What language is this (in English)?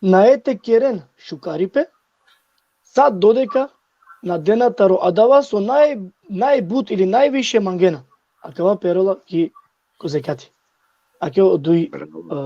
Balkan Romani